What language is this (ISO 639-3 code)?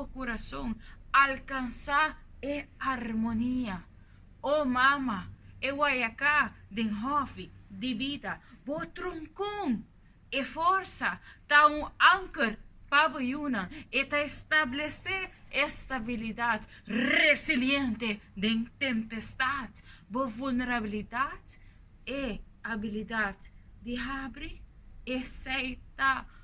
pap